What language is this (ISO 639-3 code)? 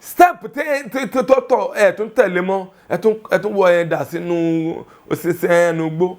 yor